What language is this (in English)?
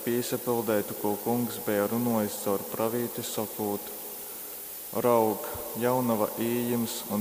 Latgalian